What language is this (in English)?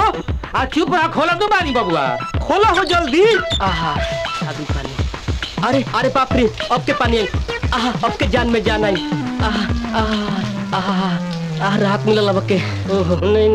Bhojpuri